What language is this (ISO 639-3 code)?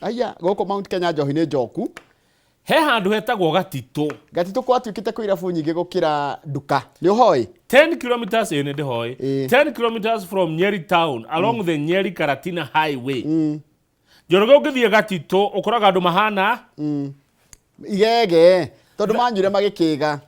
kik